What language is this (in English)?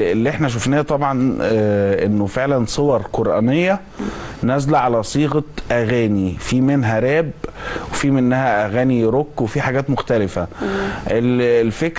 Egyptian Arabic